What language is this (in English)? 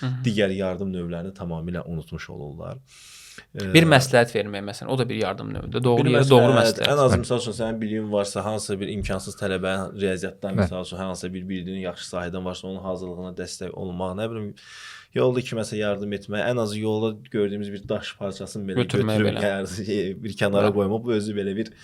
Azerbaijani